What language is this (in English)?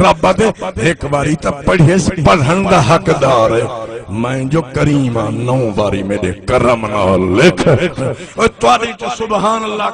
Saraiki